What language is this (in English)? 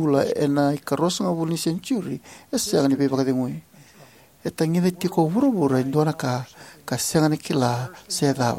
Fijian